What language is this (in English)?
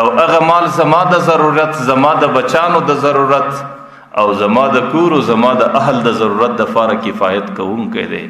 Pashto